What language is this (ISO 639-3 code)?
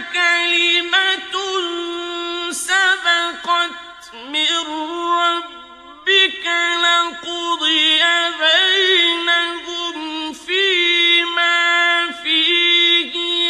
ara